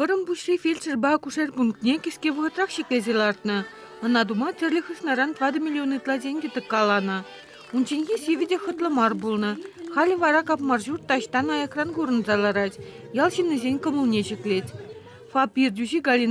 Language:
Chuvash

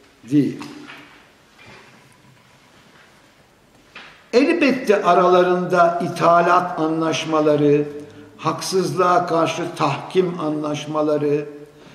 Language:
Turkish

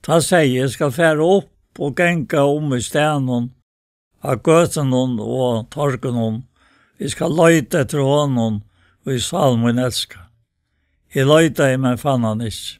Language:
Faroese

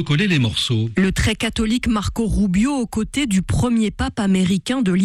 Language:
French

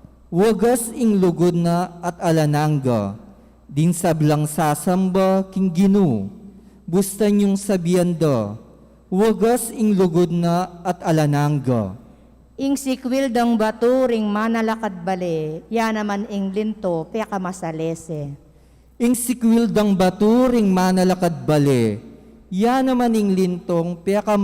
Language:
Pampanga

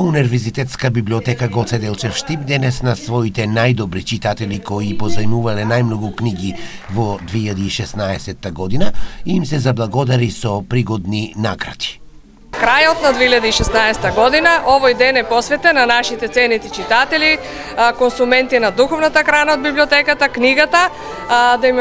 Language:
Macedonian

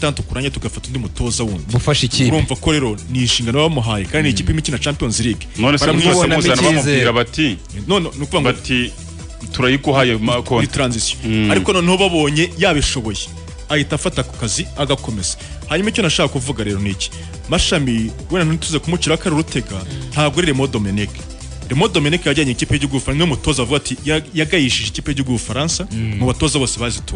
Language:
Kinyarwanda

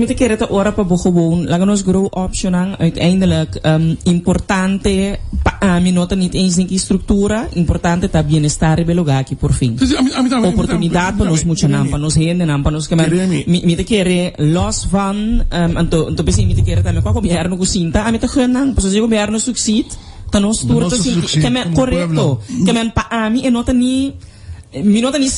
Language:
Papiamento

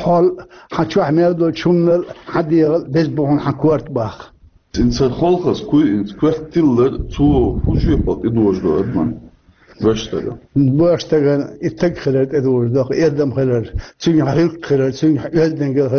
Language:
Chechen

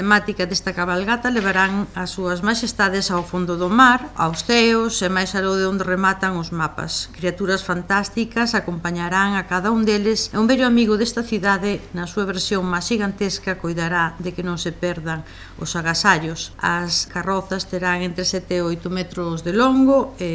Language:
Galician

